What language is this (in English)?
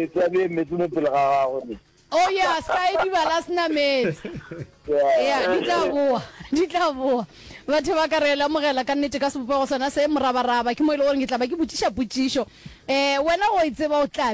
Northern Sotho